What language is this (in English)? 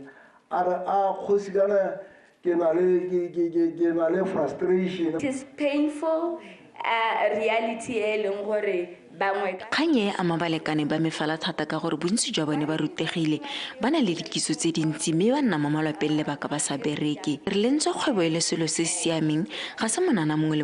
Tswana